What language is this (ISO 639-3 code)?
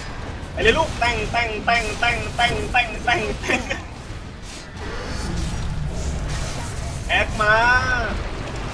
tha